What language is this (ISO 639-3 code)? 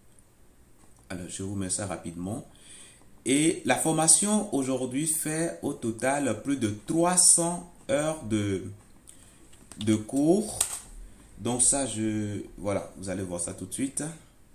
fra